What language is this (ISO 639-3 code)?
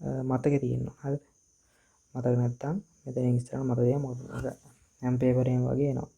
sin